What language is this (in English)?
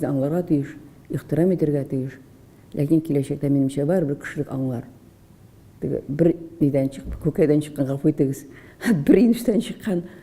Tatar